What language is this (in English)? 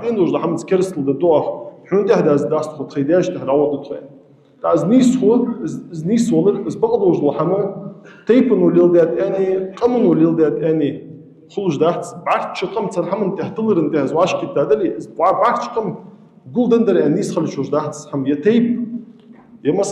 Ingush